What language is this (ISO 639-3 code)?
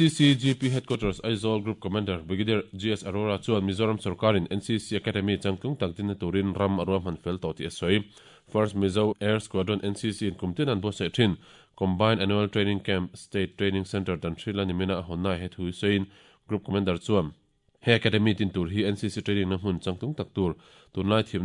lus